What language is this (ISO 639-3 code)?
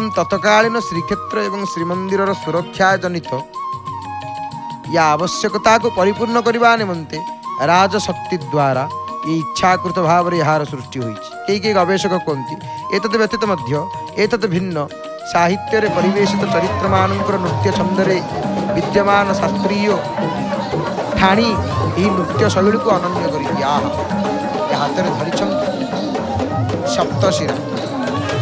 ori